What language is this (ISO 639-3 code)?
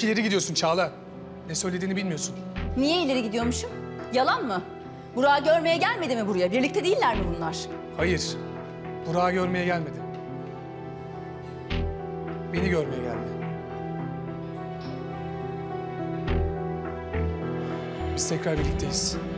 tur